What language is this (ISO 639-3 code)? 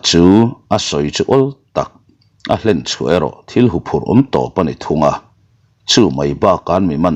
lus